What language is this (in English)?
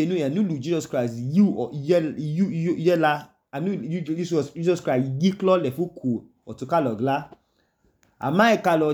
Idoma